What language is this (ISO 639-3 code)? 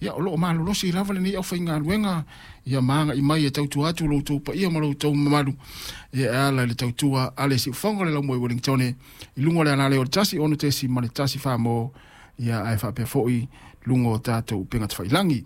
smo